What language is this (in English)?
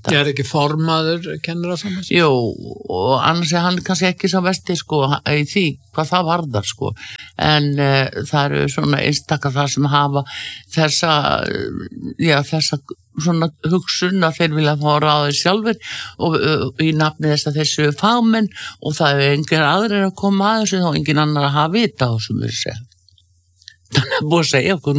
Icelandic